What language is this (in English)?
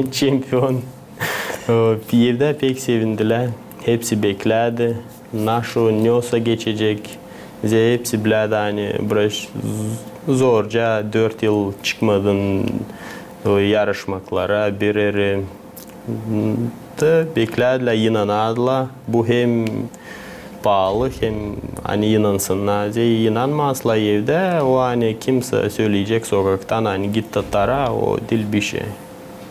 Gagauz